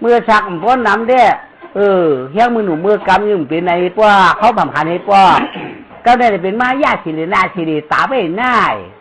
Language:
Shan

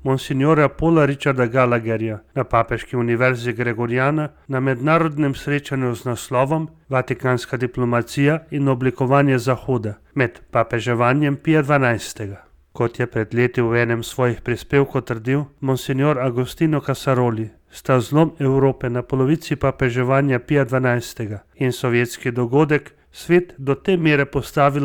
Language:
Slovenian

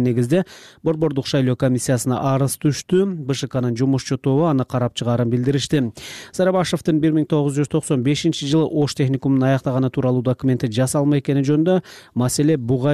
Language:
Kyrgyz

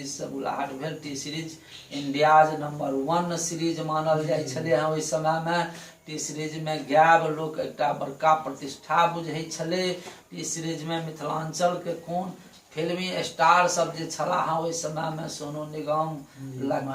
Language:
Maithili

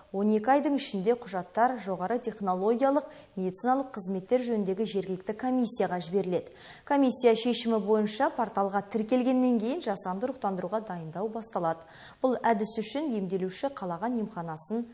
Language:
Kazakh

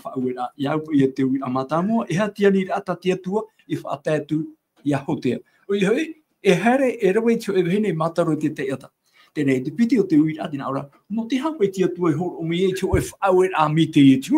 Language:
Tahitian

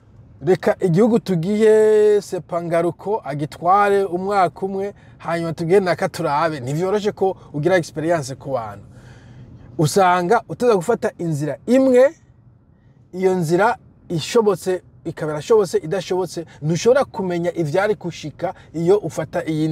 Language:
Rundi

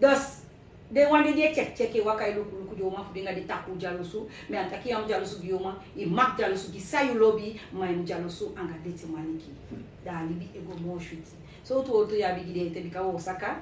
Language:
Sranan Tongo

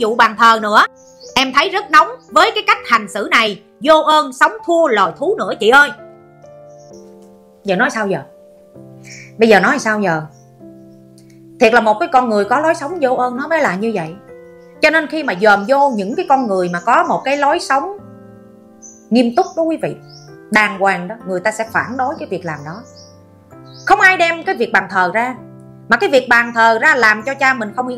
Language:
Vietnamese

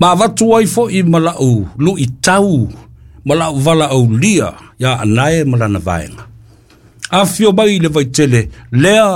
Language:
Samoan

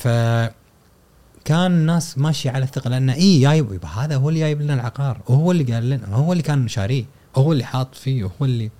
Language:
Gulf Arabic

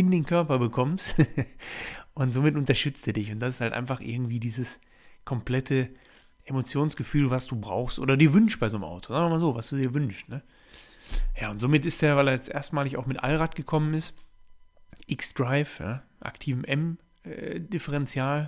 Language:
German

